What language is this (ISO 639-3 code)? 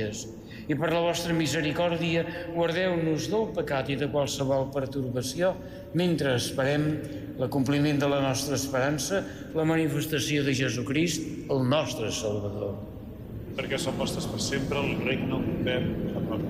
cat